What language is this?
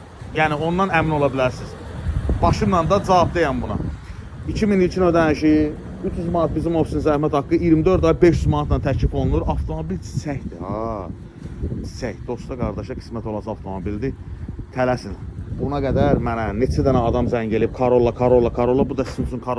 Azerbaijani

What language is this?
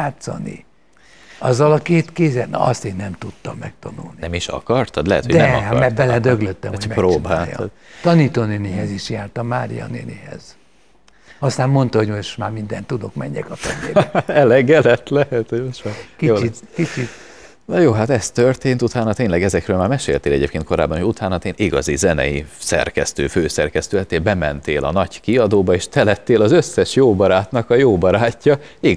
Hungarian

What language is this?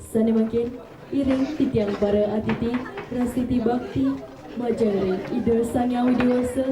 Balinese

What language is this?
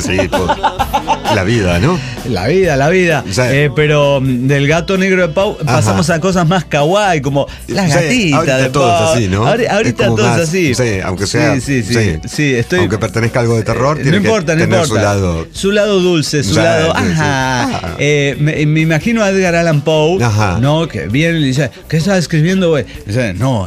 Spanish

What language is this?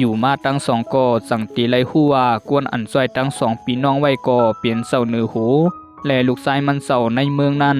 Shan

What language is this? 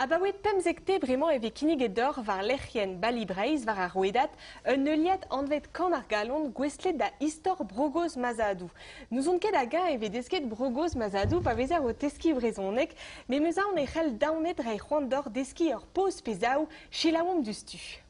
Breton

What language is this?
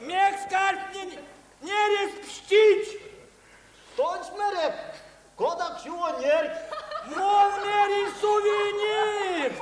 Erzya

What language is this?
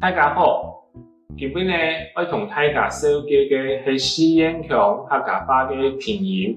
Hakka Chinese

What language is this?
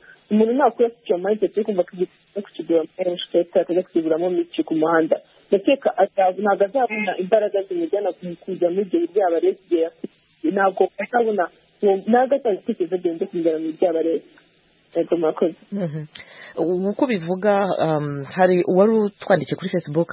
Kinyarwanda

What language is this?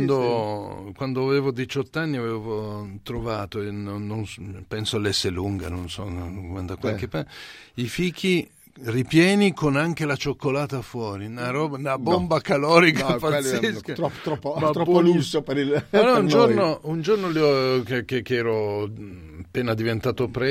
Italian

